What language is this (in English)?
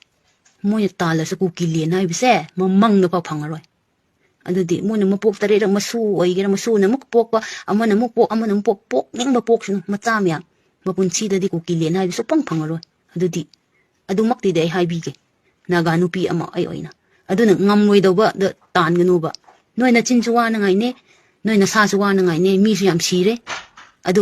Manipuri